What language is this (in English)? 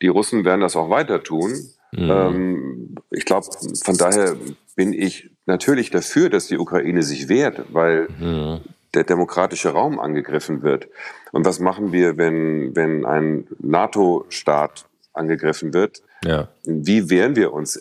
German